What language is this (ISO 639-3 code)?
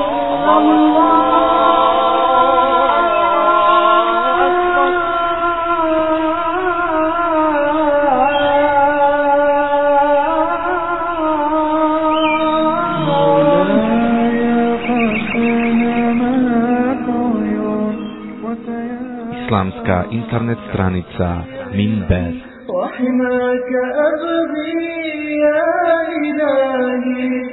bos